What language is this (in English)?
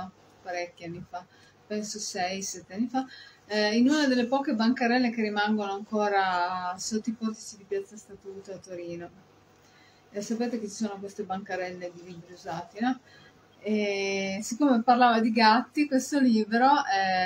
Italian